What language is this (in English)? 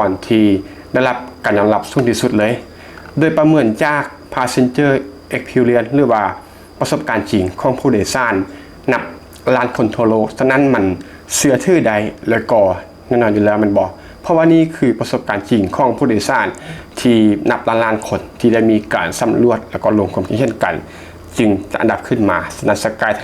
Lao